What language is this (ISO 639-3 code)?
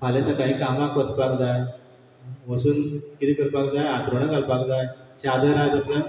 kok